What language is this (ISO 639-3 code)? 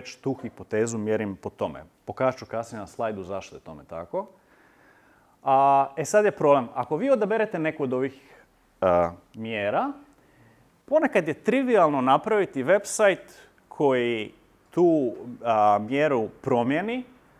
hrv